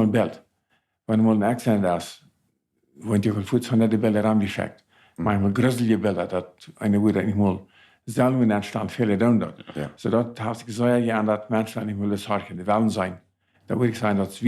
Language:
Plautdietsch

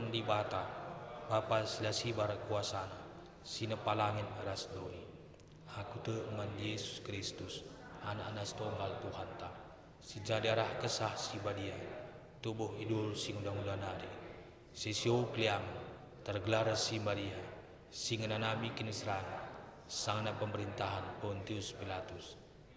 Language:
Batak Karo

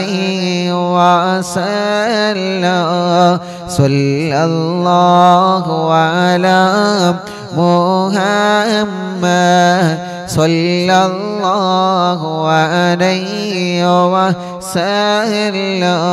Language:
Malayalam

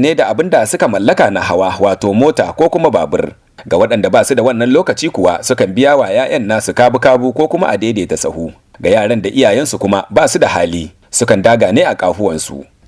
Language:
Hausa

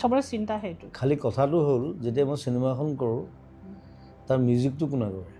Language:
Assamese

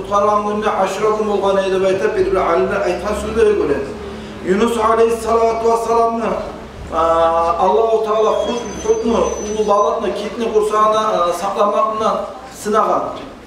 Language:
Kumyk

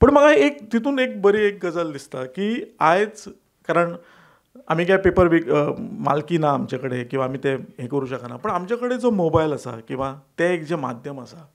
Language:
Konkani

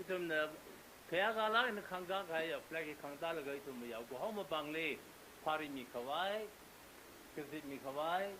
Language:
Tangkhul Naga (India)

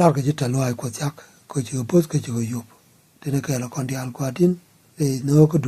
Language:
Nuer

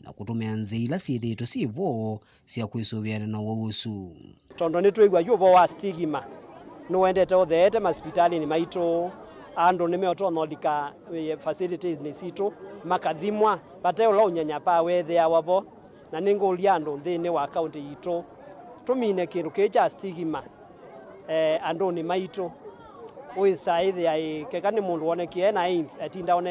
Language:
Kamba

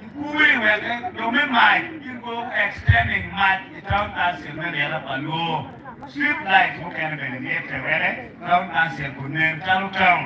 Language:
Acoli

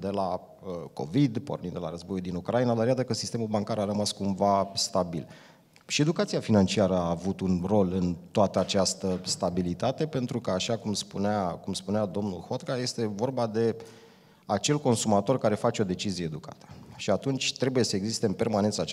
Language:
Romanian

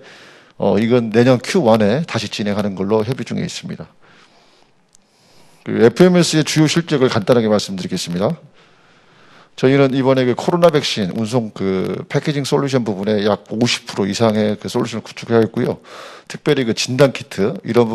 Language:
Korean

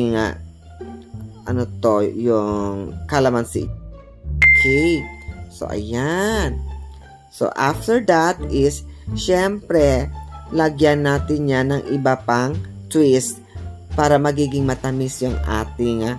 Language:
Filipino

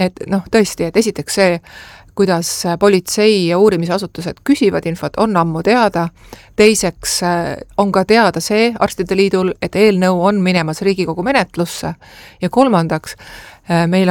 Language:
Estonian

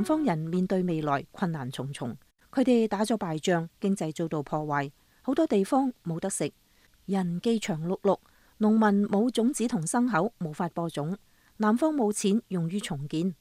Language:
Cantonese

